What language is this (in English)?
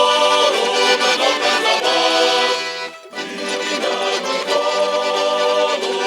Ossetic